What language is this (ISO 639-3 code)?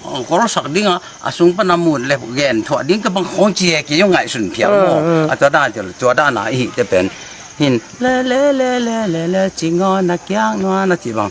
ctd